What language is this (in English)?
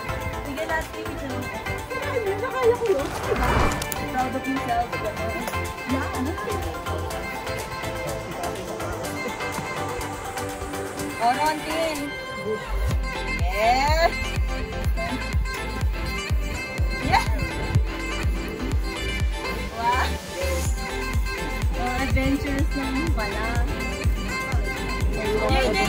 Filipino